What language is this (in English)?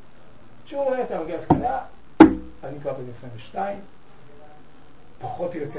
Hebrew